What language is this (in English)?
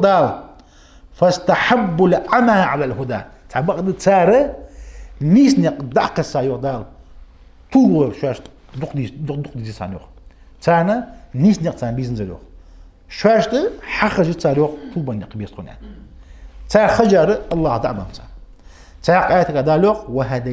Ingush